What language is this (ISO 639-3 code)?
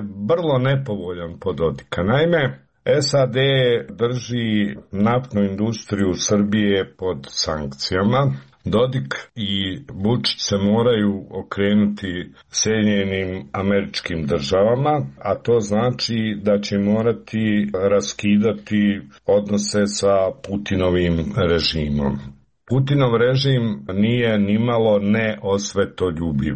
srp